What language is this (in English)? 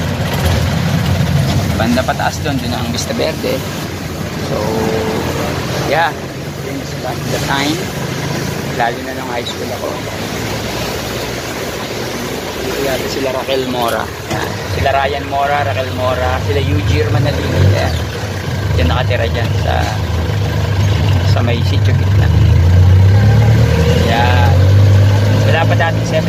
Filipino